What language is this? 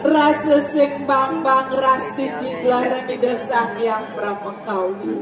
Balinese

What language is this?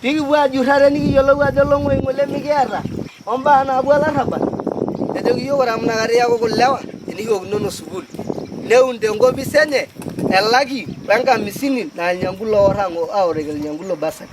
Masai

